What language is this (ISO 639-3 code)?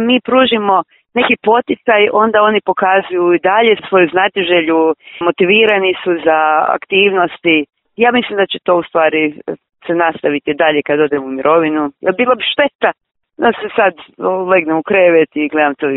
hrv